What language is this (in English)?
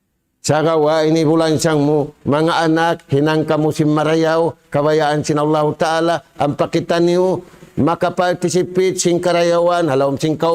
Tausug